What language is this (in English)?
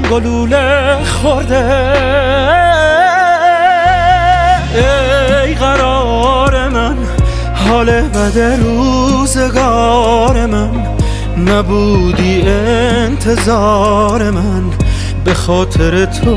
Persian